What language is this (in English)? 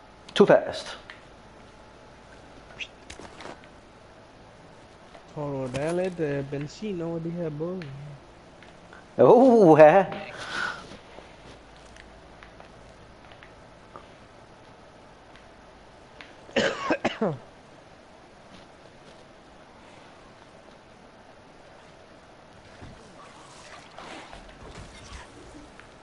Danish